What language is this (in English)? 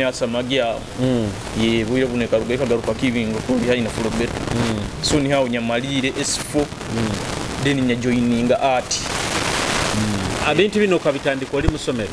Nyoro